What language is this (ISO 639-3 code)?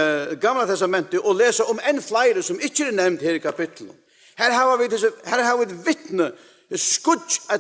fao